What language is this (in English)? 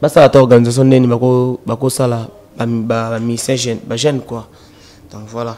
Lingala